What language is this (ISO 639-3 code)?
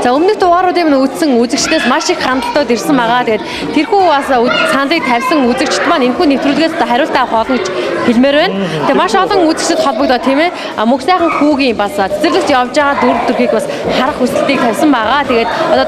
mon